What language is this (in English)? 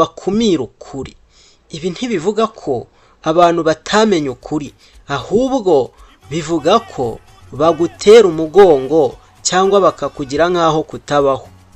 Kinyarwanda